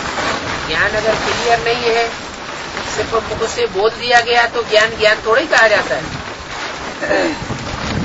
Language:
Hindi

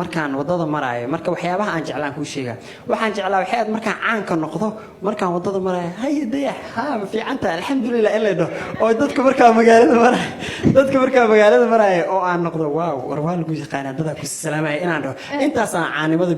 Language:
Somali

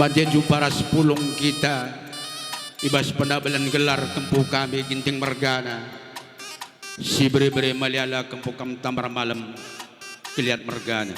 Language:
Batak Karo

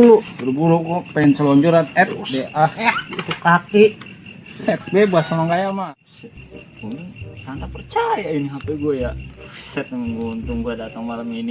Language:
Betawi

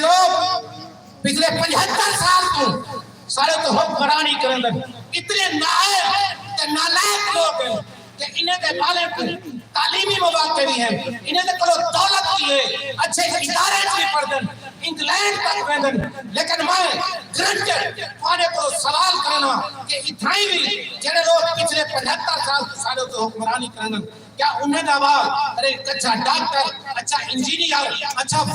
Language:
Saraiki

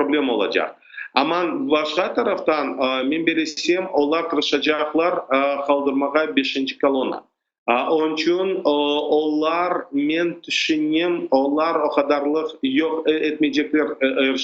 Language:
Crimean Tatar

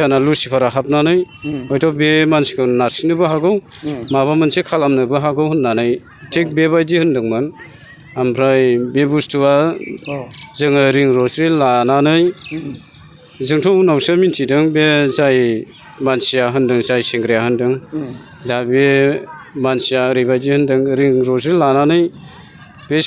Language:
Bodo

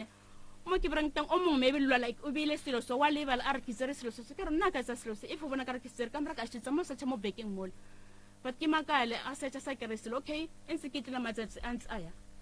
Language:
Northern Sotho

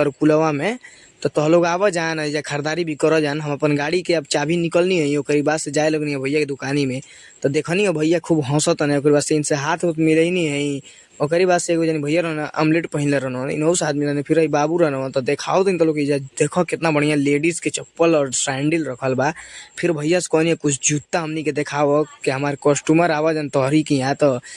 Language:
Bhojpuri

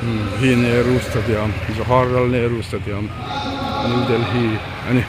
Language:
Hmar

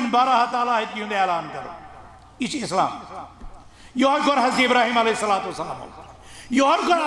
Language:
Kashmiri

